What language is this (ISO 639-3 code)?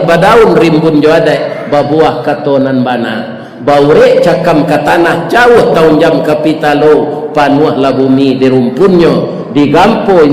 min